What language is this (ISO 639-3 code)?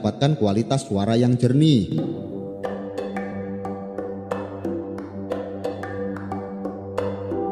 ind